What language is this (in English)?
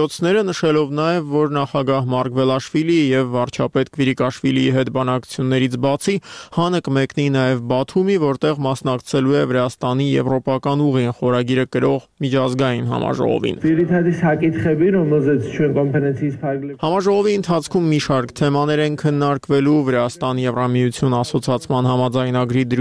Armenian